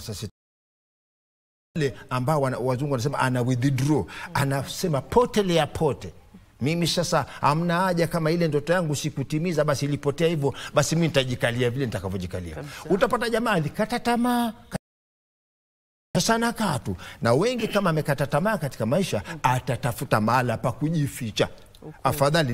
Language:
Swahili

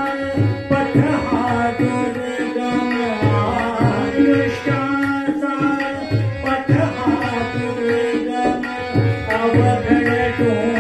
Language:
Marathi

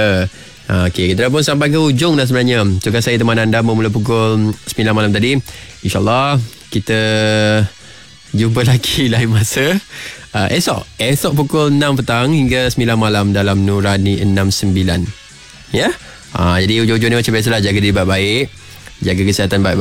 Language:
Malay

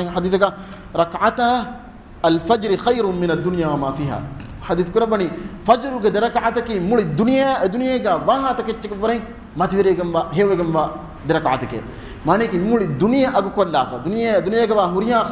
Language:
Divehi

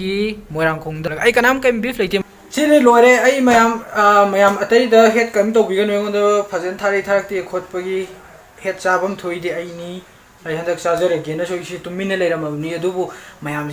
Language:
Manipuri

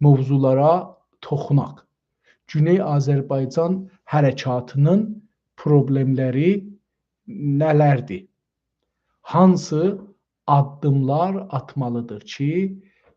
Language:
South Azerbaijani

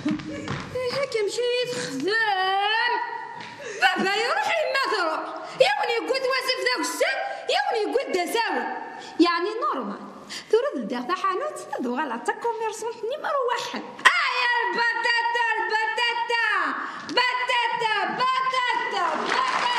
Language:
Kabyle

